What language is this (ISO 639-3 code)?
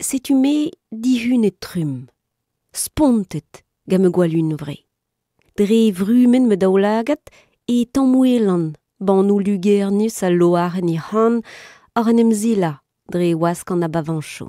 bre